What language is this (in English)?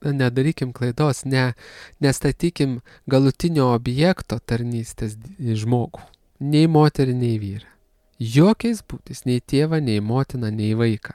Lithuanian